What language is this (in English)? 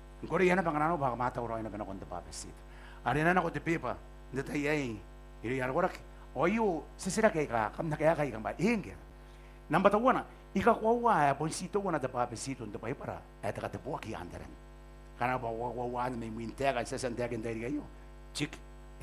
Gilbertese